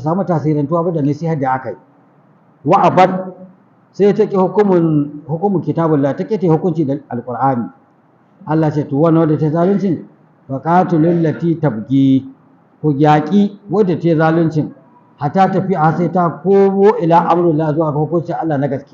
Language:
Hausa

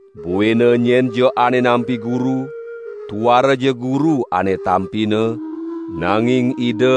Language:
Balinese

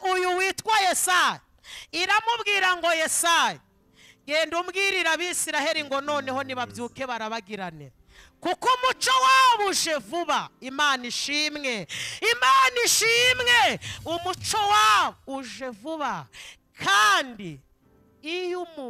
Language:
Kinyarwanda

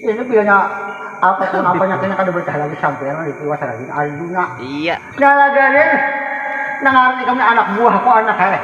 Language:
Banjar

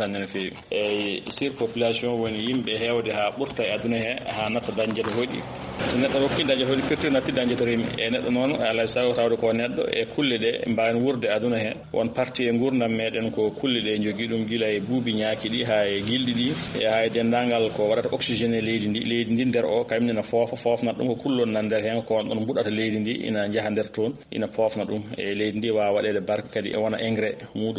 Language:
Fula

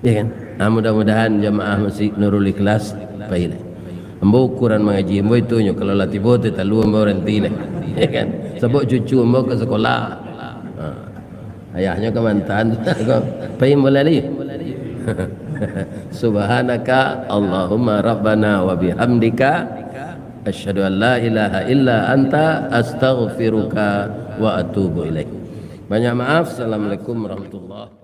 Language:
Minangkabau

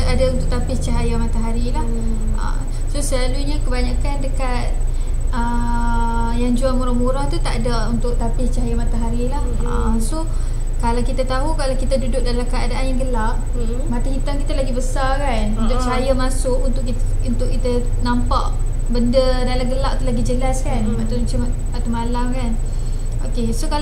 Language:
Malay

